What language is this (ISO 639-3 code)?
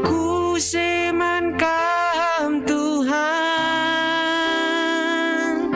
btx